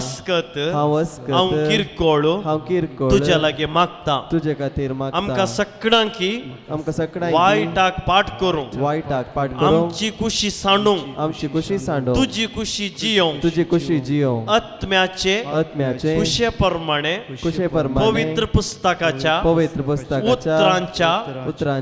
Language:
Konkani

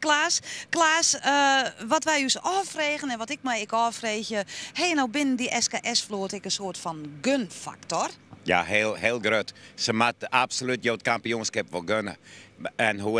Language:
Western Frisian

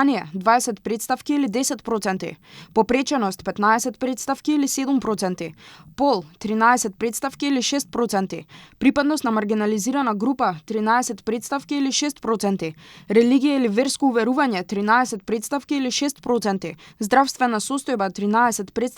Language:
Macedonian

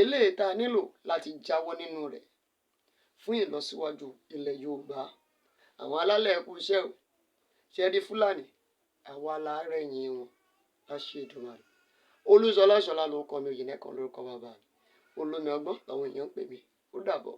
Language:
Yoruba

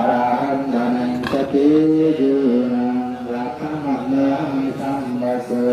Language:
Pali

